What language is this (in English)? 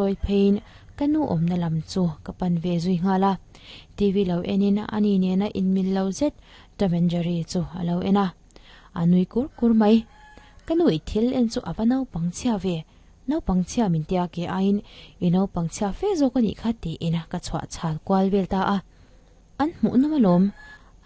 Mizo